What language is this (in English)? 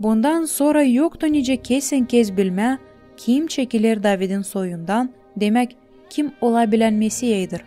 Gagauz